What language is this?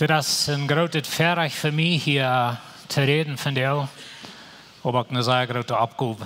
Plautdietsch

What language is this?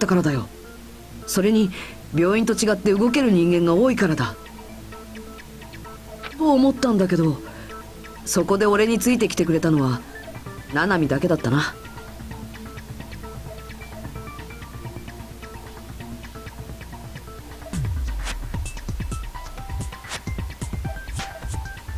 Japanese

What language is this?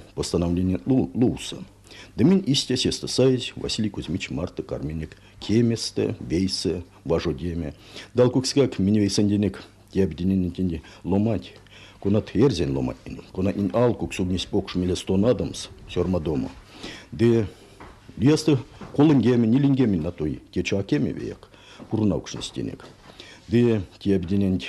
Erzya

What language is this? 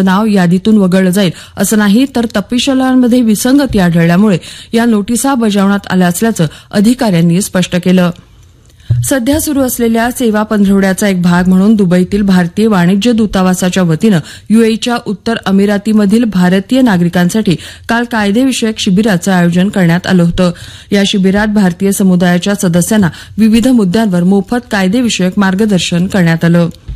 Marathi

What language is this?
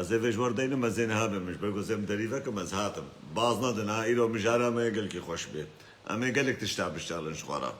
Kurdish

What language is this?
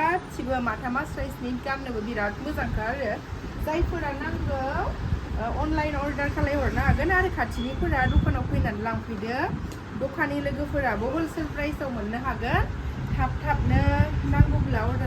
Bodo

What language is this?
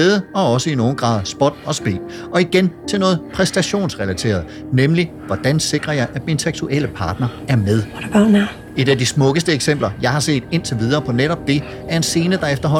Danish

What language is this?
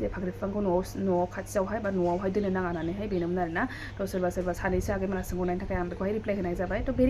Bodo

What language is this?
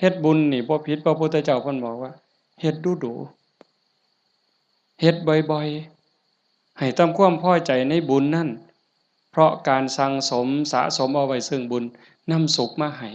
Northeastern Thai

